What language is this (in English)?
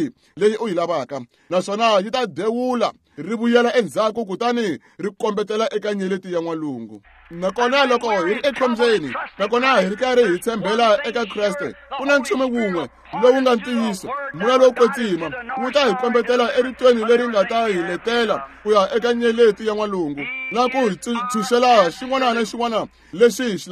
Tsonga